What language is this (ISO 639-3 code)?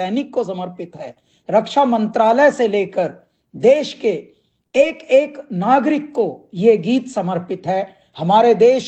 hin